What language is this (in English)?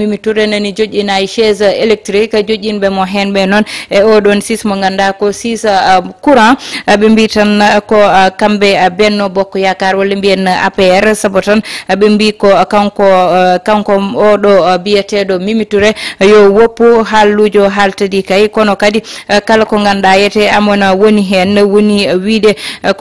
Fula